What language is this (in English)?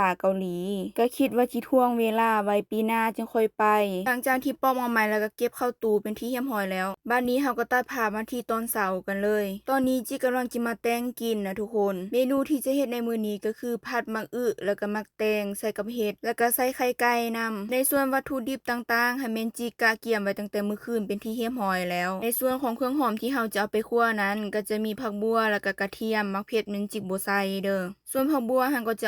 Lao